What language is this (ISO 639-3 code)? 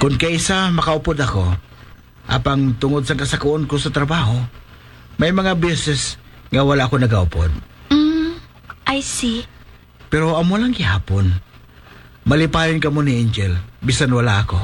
hil